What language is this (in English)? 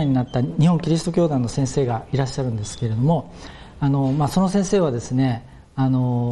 Japanese